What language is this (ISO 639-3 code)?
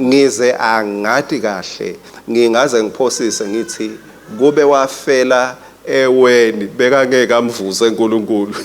ssw